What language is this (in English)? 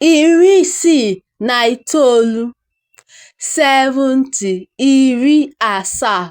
Igbo